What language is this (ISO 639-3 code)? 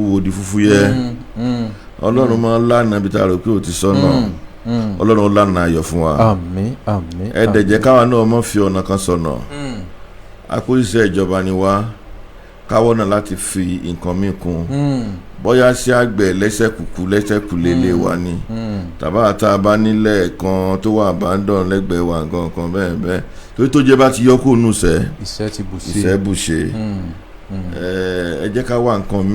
yor